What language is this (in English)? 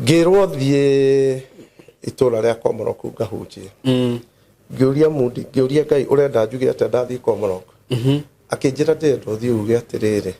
Kikuyu